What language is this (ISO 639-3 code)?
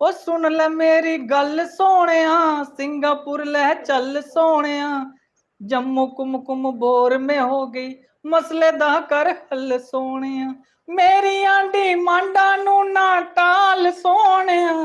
doi